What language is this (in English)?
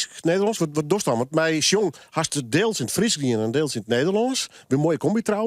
Western Frisian